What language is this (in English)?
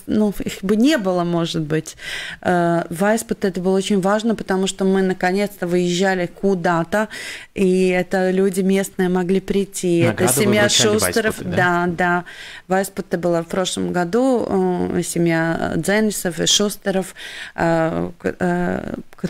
Russian